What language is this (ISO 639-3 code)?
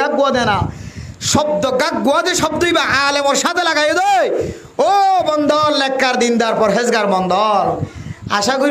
rhg